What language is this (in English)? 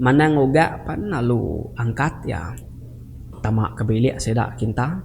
Iban